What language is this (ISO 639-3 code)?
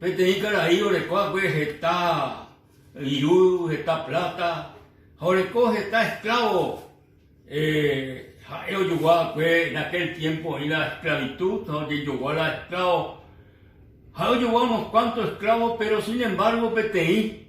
grn